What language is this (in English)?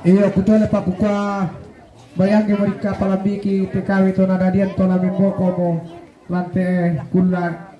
Toraja-Sa'dan